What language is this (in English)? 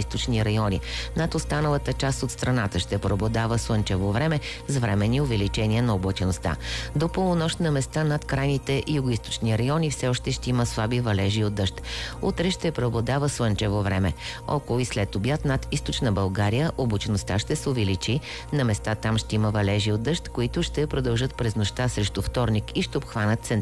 Bulgarian